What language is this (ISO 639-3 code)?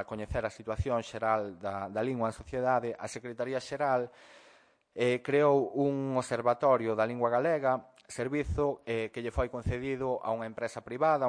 glg